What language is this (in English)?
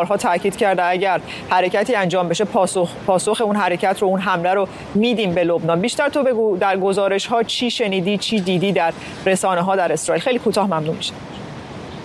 Persian